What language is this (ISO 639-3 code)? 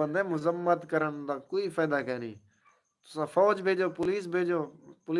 skr